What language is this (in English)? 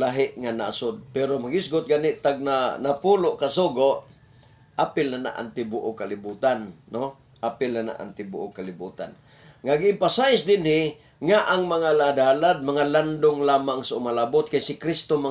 Cebuano